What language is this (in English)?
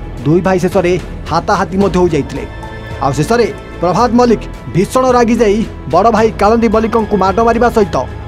Odia